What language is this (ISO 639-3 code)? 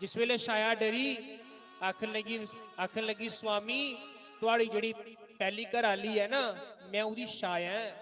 doi